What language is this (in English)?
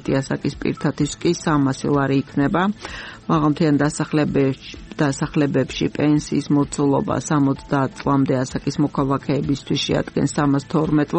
Georgian